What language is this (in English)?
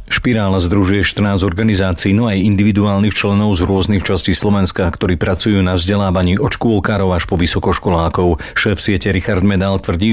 Slovak